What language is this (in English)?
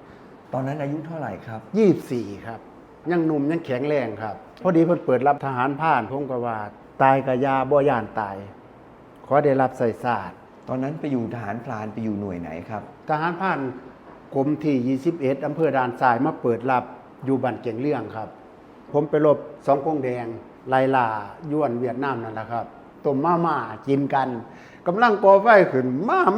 Northeastern Thai